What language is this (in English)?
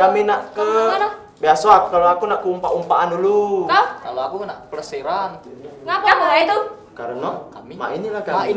Musi